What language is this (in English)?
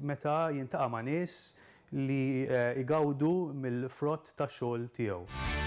Maltese